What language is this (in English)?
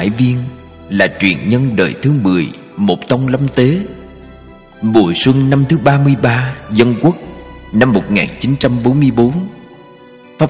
Vietnamese